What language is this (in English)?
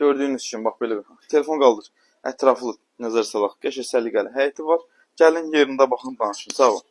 Azerbaijani